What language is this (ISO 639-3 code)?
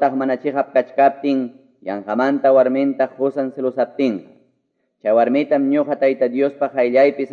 que